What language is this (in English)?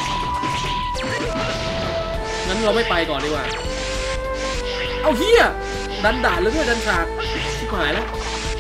Thai